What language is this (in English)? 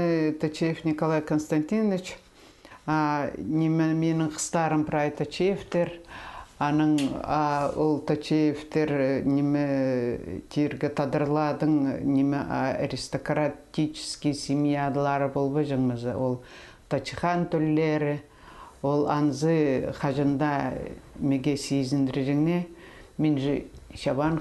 Khakas